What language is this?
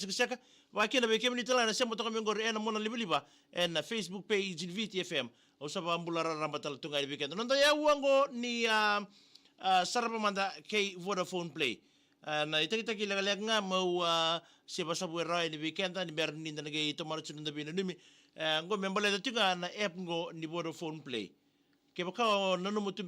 Fijian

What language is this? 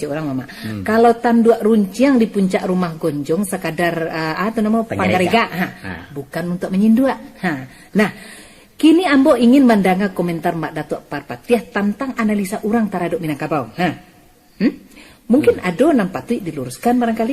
Minangkabau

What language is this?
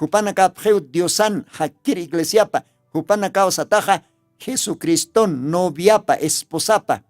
Aymara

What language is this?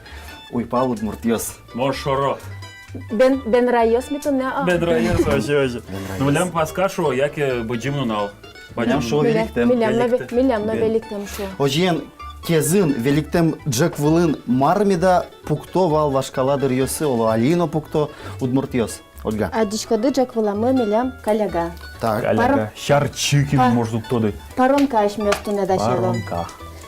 Udmurt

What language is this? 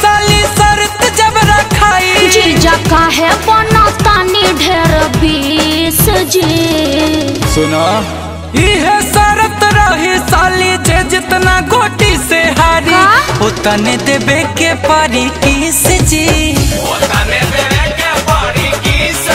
Bhojpuri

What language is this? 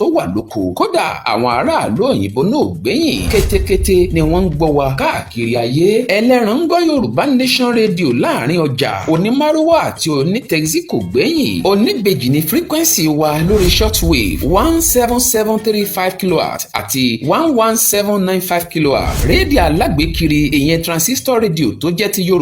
Yoruba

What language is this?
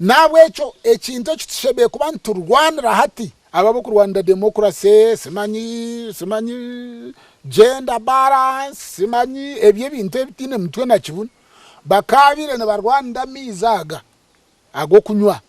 Nyankole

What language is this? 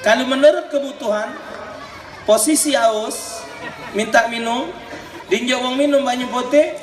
Musi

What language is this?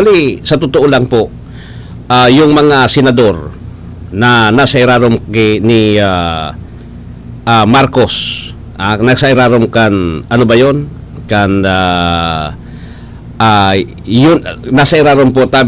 Bikol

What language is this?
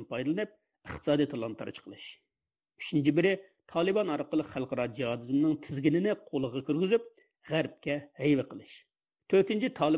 Uyghur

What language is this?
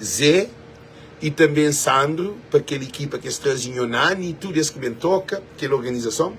Kabuverdianu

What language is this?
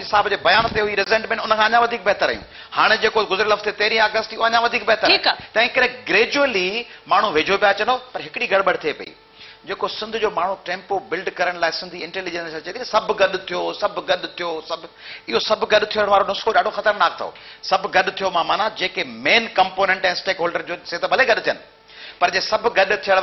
Sindhi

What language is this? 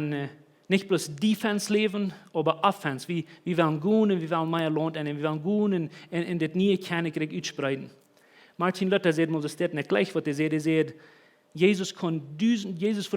Plautdietsch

